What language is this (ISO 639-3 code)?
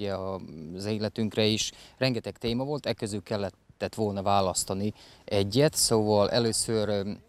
hun